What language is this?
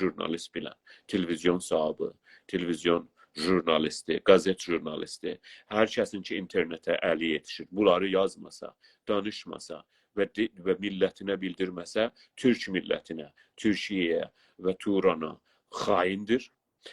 South Azerbaijani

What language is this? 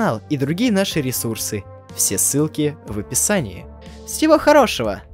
Russian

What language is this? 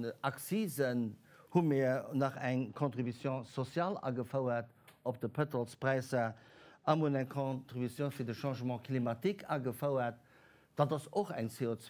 Luxembourgish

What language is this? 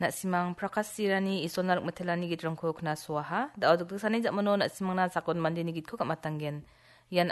Garo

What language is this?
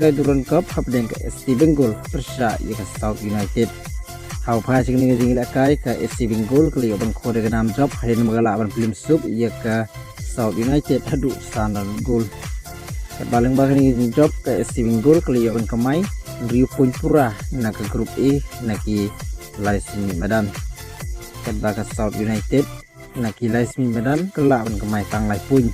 Khasi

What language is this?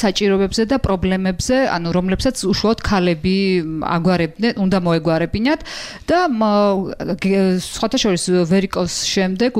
Georgian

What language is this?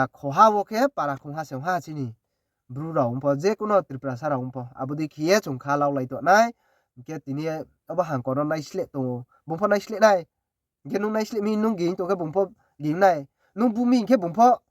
Riang (India)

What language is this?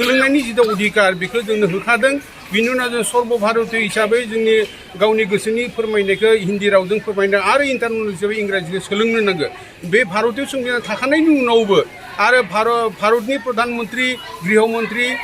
Bodo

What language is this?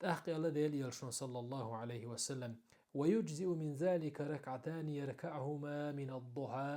Chechen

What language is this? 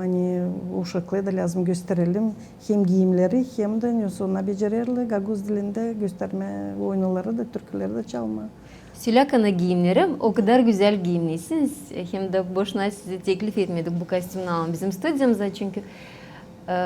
Gagauz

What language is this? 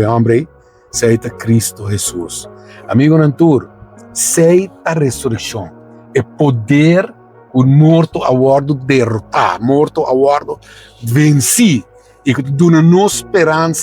Papiamento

